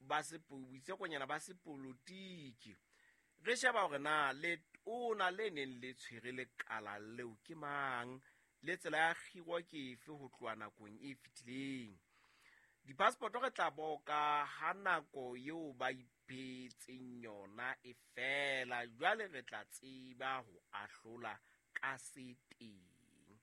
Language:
Southern Sotho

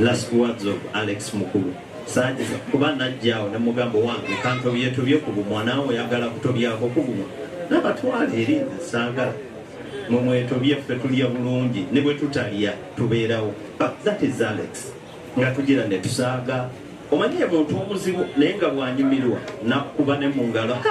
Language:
Ganda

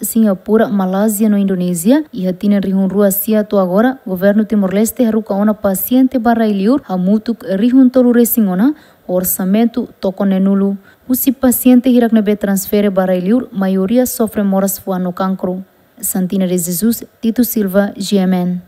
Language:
Tetum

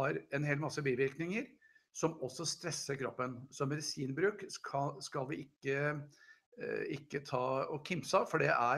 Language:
Norwegian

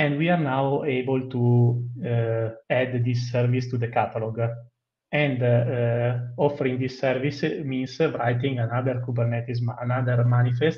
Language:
English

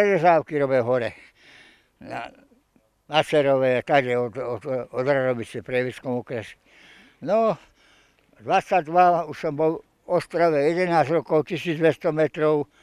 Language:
Slovak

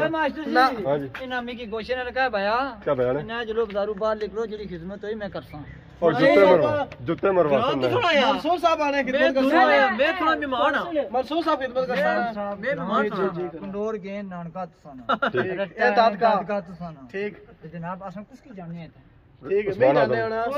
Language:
Pahari-Potwari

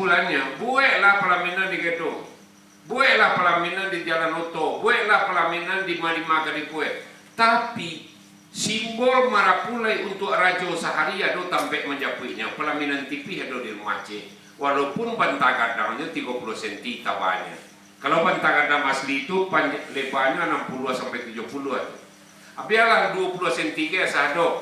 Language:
Minangkabau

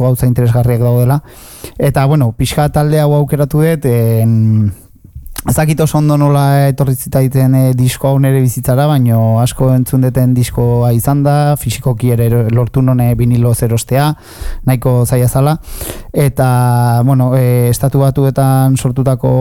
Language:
Basque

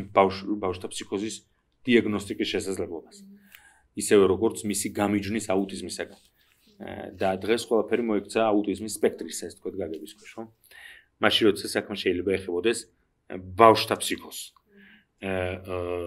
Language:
Georgian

